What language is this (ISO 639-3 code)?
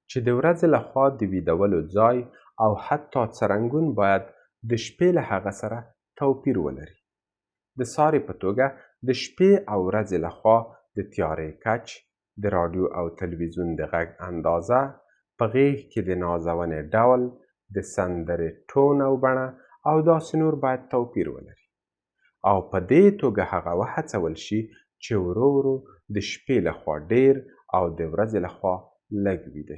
pus